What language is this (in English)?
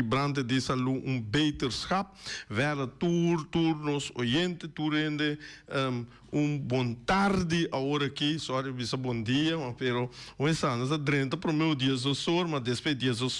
Papiamento